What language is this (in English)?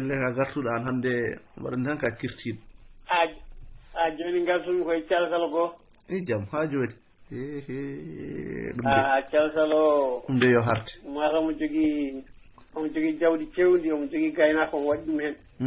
Fula